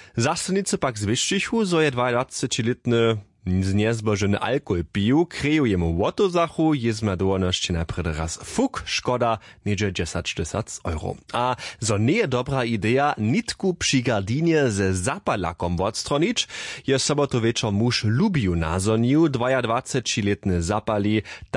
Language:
Upper Sorbian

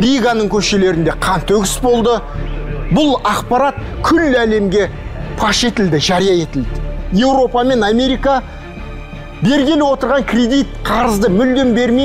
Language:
Kazakh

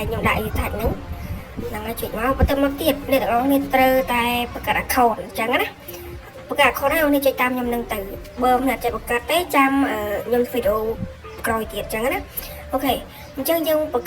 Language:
Khmer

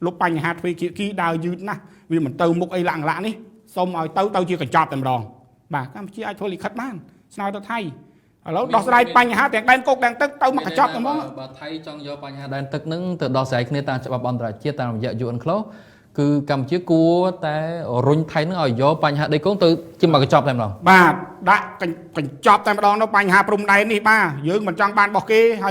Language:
Khmer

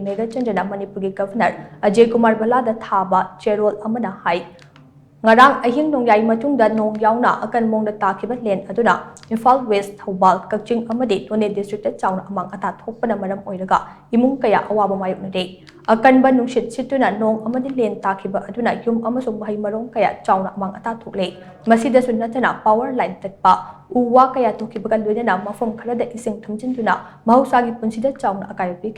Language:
Manipuri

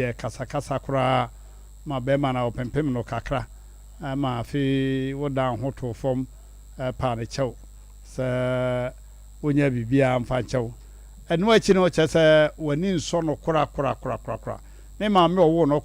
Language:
Akan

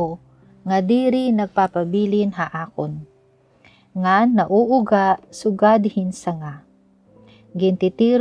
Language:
Waray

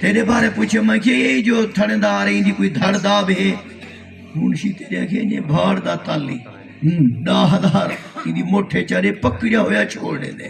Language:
Saraiki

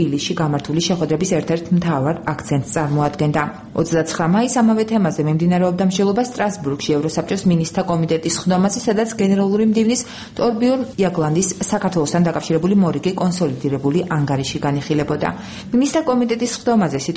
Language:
Georgian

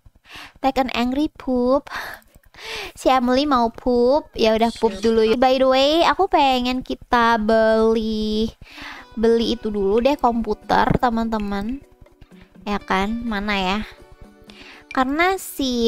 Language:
Indonesian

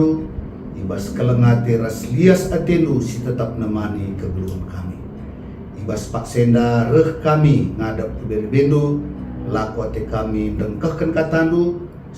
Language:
Batak Karo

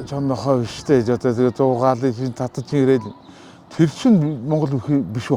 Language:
Mongolian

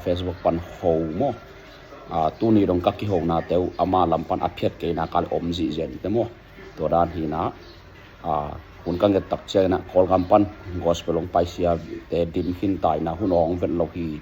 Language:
Tedim Chin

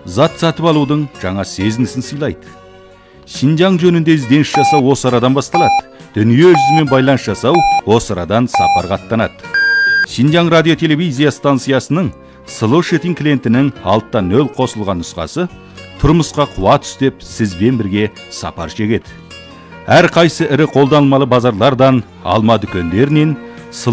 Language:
Kazakh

